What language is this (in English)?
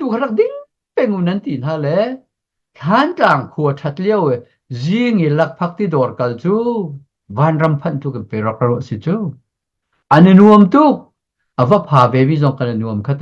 Hakha Chin